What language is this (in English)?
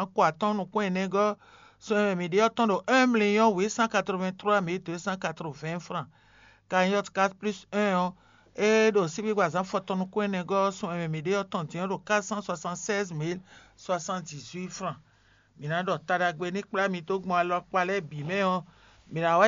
Fon